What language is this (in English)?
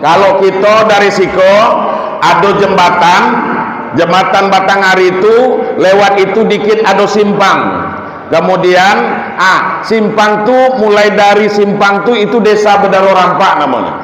Minangkabau